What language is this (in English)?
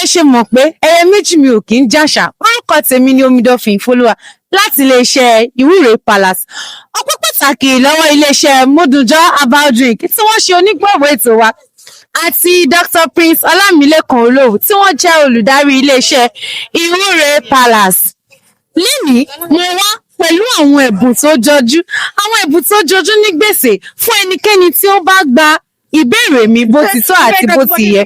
Yoruba